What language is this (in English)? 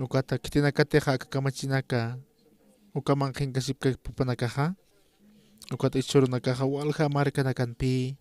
Aymara